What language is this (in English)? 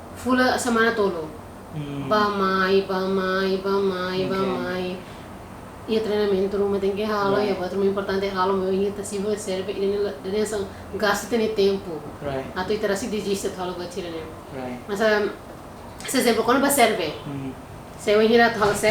Tetum